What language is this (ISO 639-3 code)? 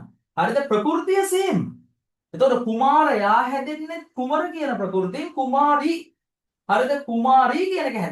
sin